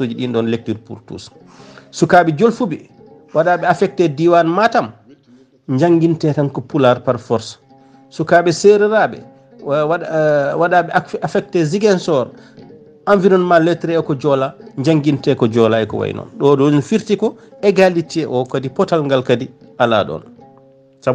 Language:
Fula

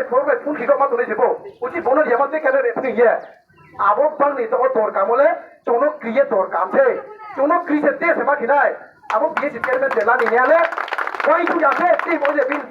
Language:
Riang (India)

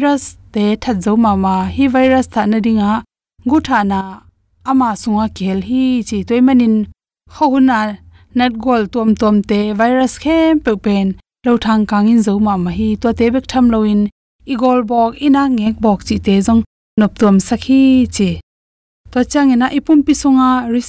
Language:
Tedim Chin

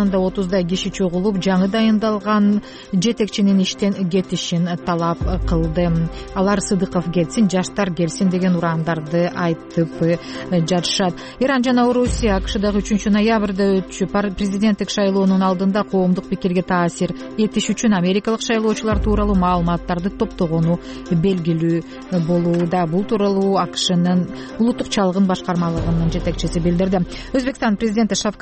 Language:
Kyrgyz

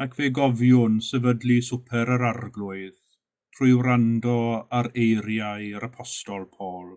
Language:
Welsh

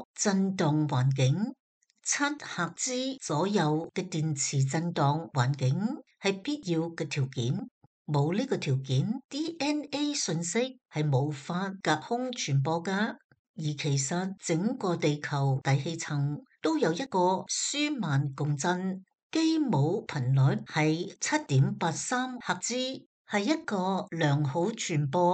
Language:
Cantonese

